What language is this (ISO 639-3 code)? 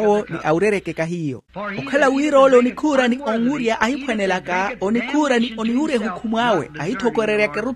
vmw